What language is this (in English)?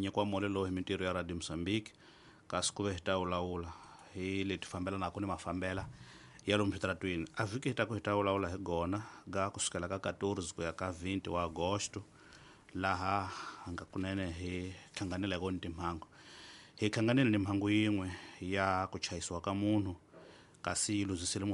Tsonga